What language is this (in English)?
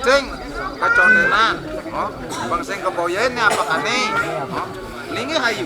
Balinese